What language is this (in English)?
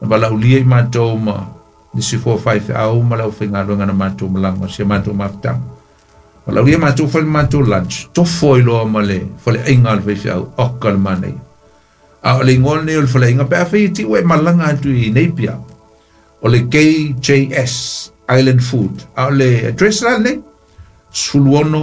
Samoan